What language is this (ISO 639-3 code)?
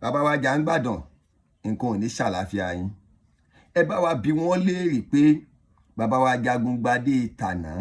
yor